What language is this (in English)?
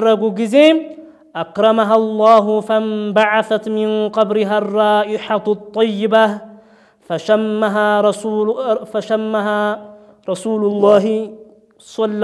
Amharic